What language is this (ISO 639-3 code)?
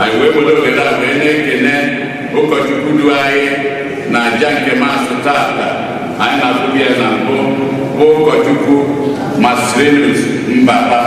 ibo